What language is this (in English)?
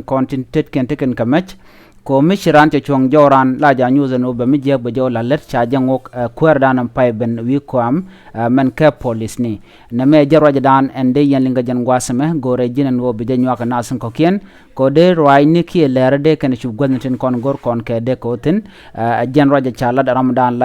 Nuer